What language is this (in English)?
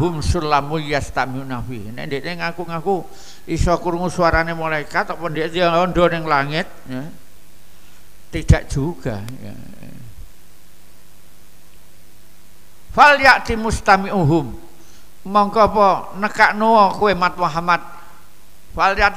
Javanese